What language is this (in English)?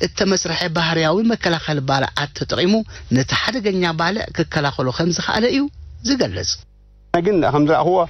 Tigrinya